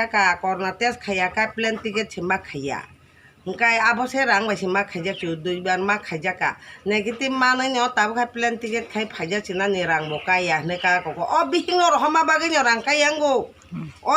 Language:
Kok Borok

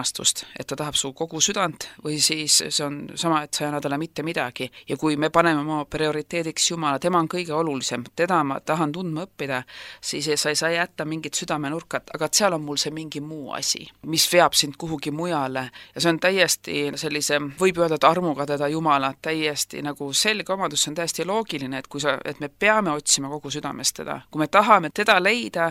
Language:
Estonian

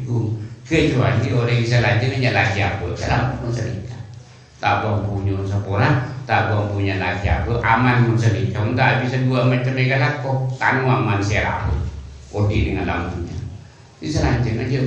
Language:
Madurese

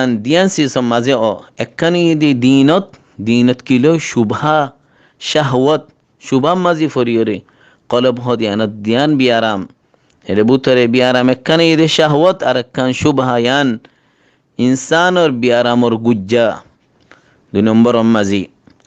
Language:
Rohingya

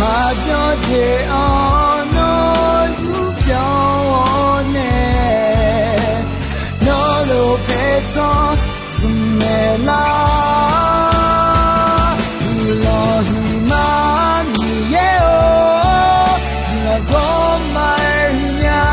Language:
Akha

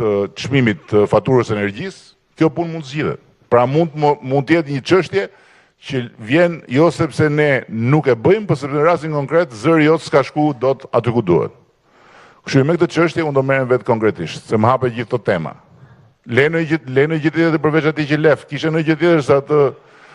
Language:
Albanian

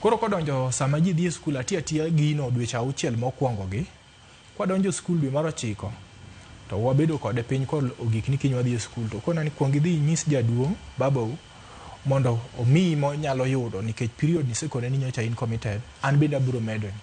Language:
Luo (Kenya and Tanzania)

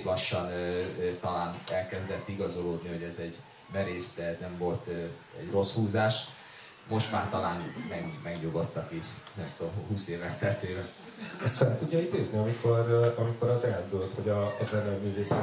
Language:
Hungarian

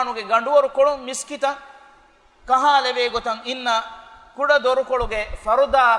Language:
Divehi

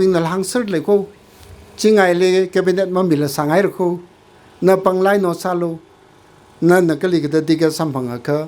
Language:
Tangkhul Naga (India)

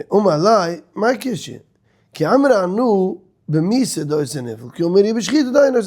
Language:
Yiddish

